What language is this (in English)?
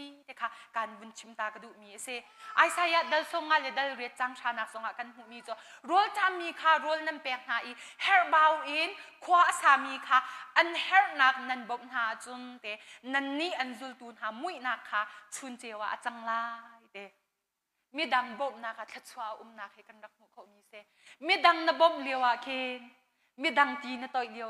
Hakha Chin